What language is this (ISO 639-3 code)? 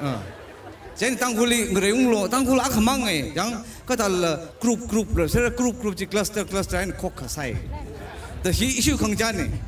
nmf